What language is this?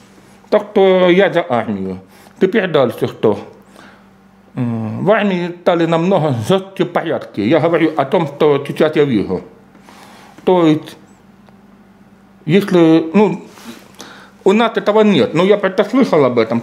Russian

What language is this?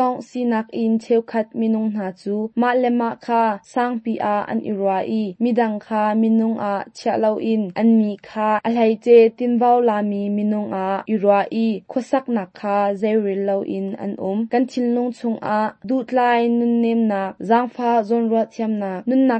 Hakha Chin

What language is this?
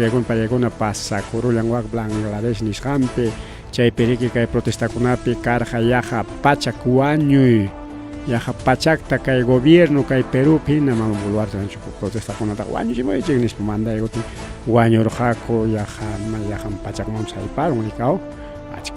Ayacucho Quechua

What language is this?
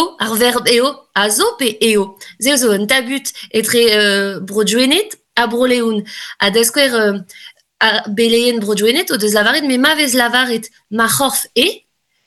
Breton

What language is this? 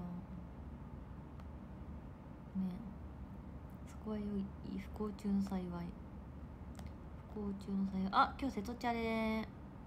Japanese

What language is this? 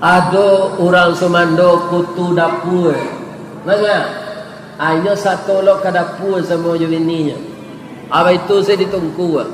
Minangkabau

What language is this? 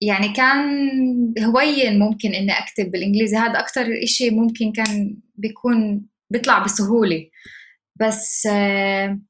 North Levantine Arabic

